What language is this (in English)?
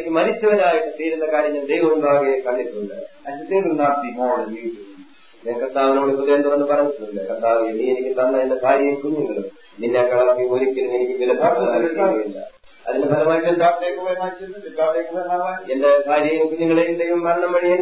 Malayalam